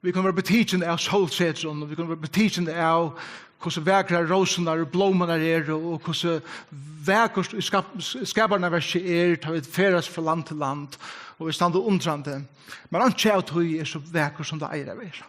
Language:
Faroese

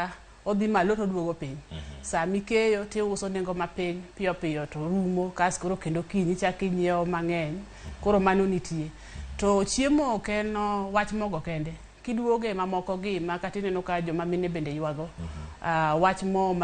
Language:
Luo (Kenya and Tanzania)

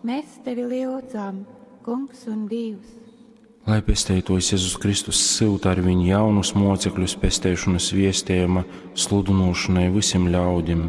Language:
Latgalian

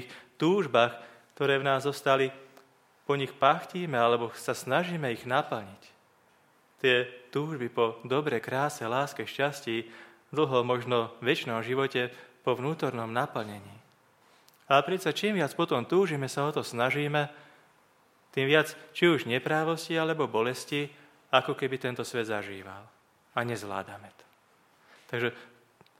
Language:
Slovak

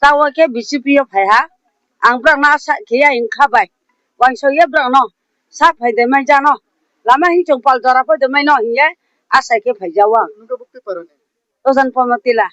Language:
Riang (India)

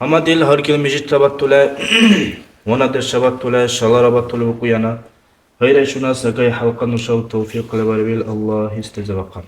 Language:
Dargwa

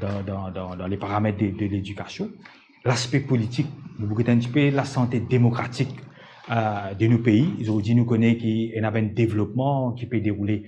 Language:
Morisyen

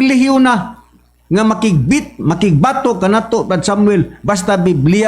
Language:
Cebuano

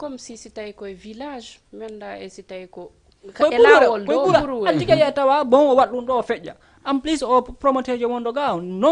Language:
Fula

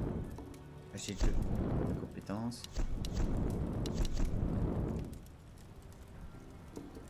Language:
French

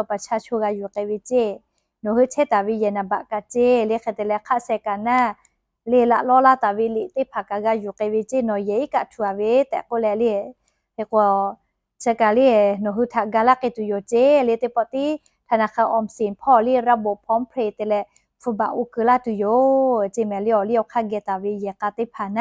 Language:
Lahu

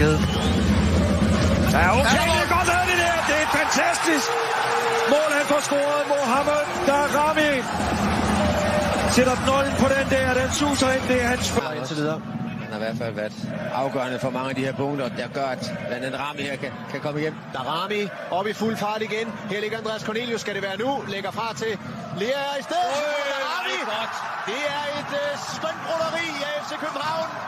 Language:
Danish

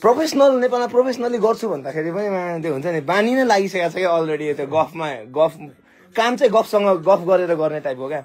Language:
Nepali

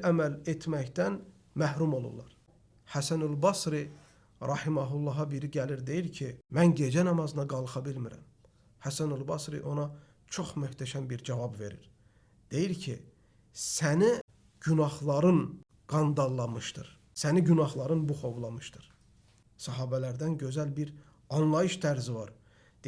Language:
Azerbaijani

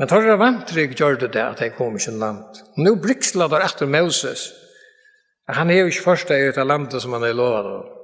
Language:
Faroese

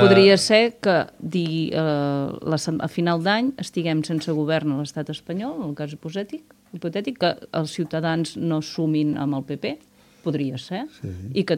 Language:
Catalan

